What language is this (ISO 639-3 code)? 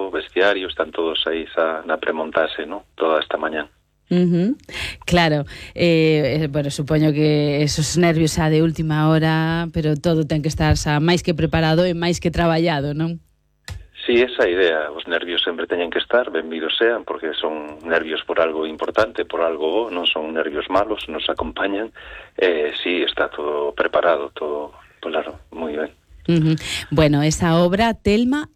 glg